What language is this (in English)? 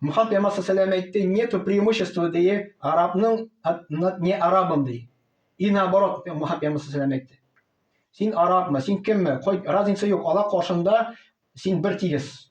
Tatar